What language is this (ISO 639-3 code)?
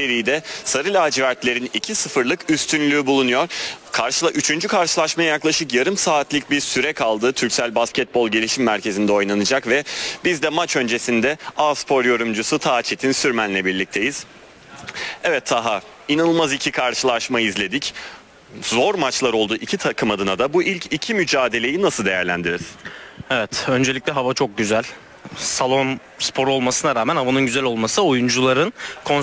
tur